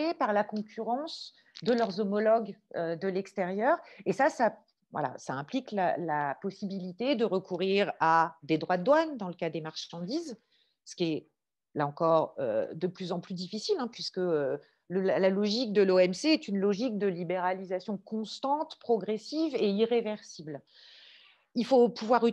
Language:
French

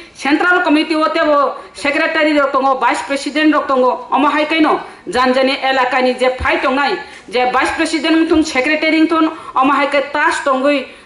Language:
Kok Borok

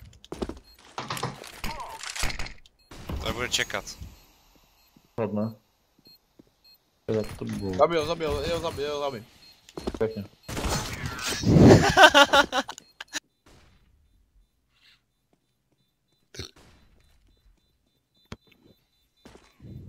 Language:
Czech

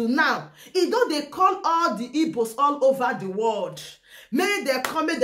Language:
Nigerian Pidgin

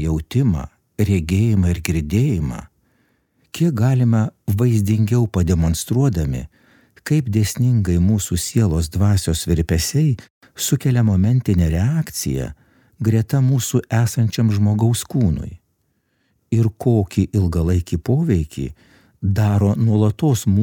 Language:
Lithuanian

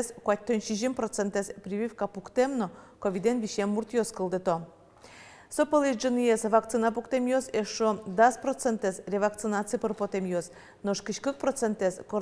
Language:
Udmurt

